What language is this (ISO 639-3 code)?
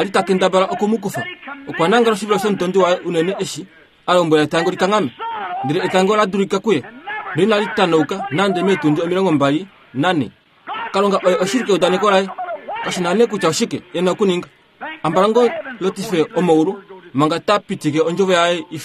kua